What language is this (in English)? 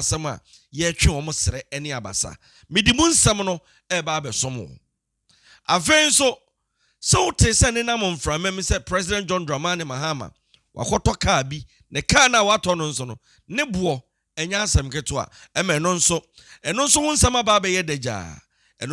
Akan